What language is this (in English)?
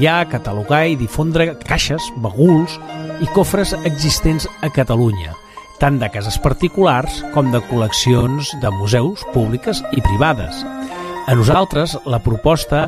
Catalan